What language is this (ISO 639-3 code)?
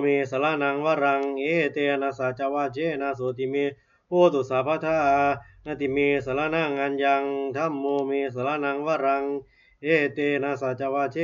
pli